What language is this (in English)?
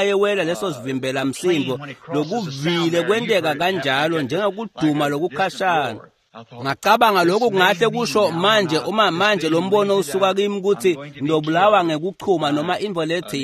Swati